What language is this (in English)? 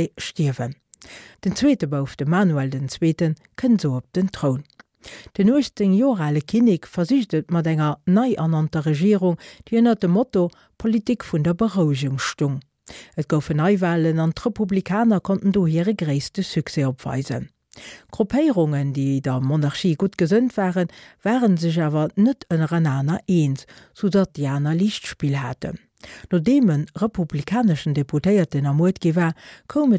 Luxembourgish